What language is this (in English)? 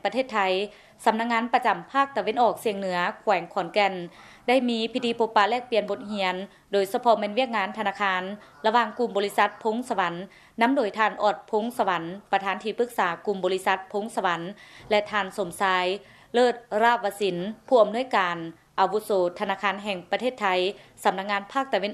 Lao